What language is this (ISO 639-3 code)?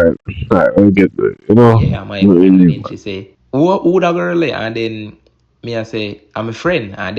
jam